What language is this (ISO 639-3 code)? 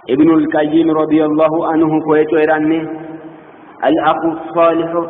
sid